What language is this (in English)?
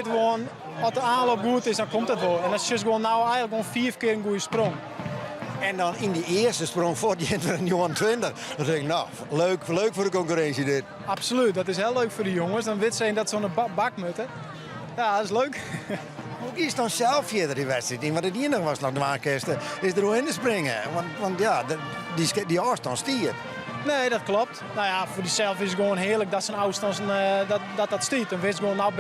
Western Frisian